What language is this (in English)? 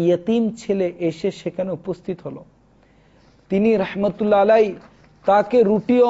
Bangla